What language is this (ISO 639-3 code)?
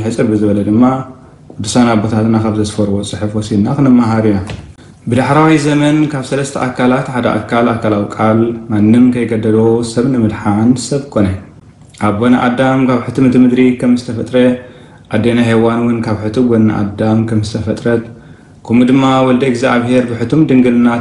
tir